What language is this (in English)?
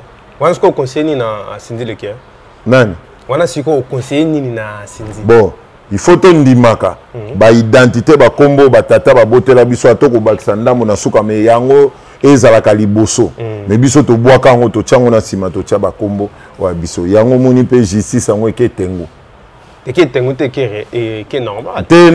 Lingala